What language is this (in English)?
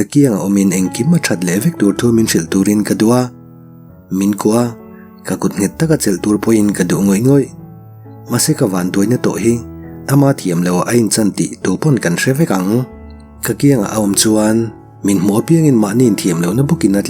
Mizo